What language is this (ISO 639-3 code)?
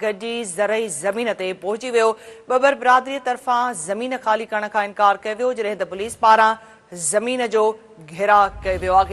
snd